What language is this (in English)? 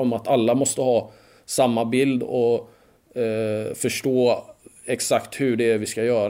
Swedish